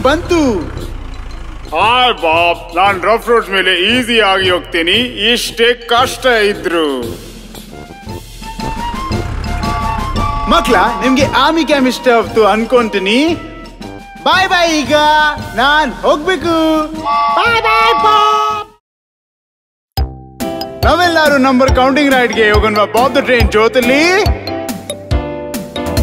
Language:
Kannada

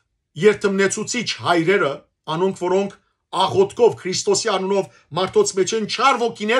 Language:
Western Armenian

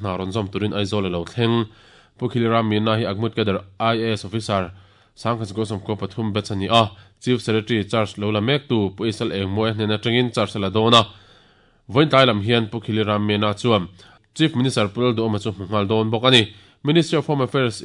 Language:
Mizo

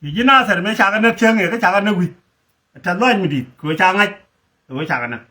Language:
Nuer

